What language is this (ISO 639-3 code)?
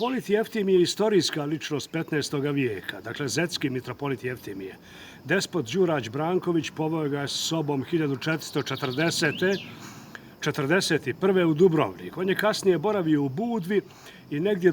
bos